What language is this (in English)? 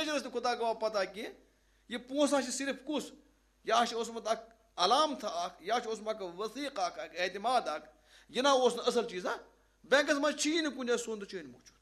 Kashmiri